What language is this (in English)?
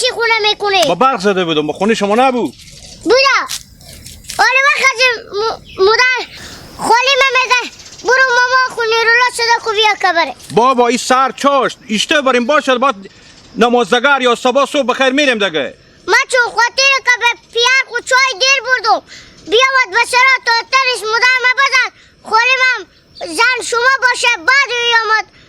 Hazaragi